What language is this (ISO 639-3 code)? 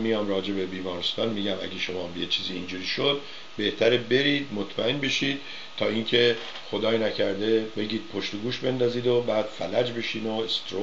fas